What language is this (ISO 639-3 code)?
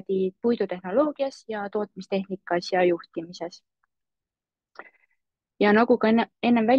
est